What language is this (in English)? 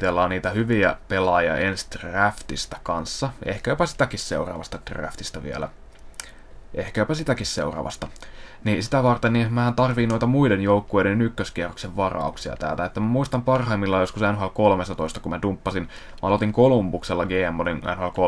Finnish